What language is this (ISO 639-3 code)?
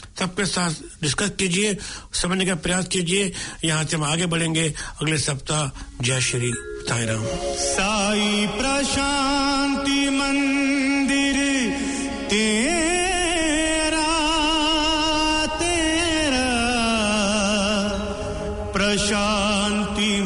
hin